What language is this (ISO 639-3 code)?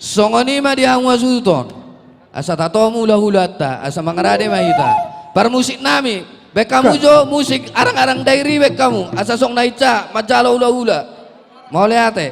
bbc